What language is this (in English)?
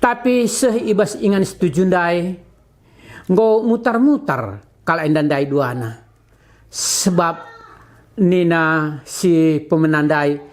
Batak Karo